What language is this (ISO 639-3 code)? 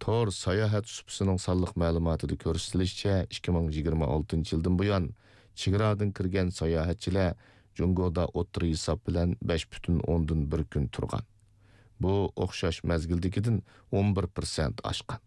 uig